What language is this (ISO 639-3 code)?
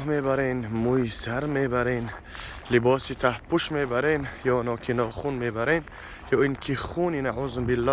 tgk